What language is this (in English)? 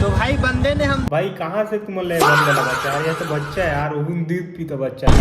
Chhattisgarhi